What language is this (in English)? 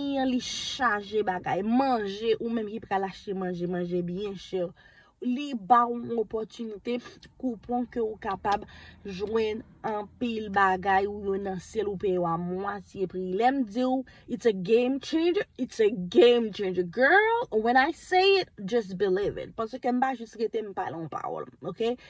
Haitian Creole